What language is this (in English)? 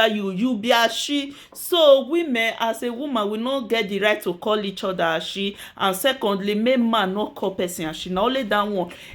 Nigerian Pidgin